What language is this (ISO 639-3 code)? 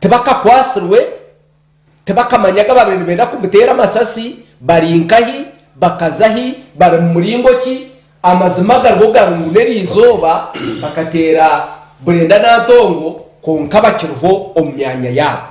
nyn